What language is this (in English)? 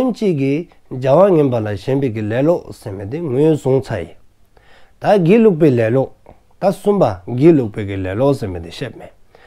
Dzongkha